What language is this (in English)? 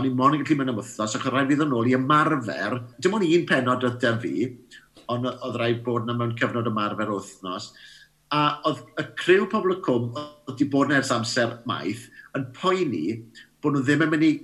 Welsh